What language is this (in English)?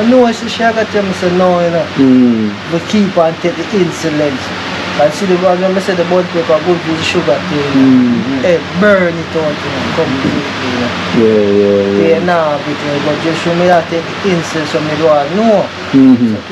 Jamaican Creole English